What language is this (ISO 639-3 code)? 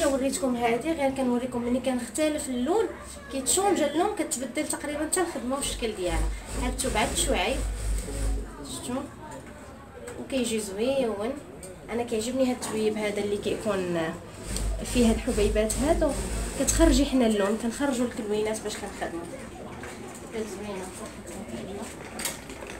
ary